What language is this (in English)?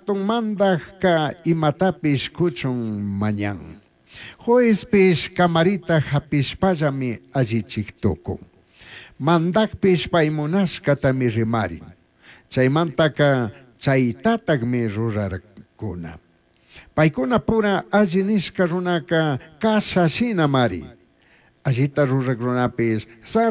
Chimborazo Highland Quichua